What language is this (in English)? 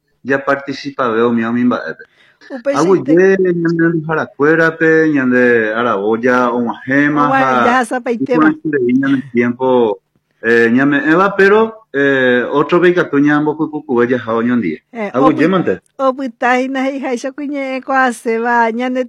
Guarani